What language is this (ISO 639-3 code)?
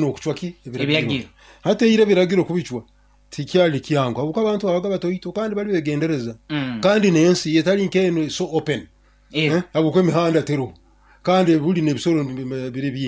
nyo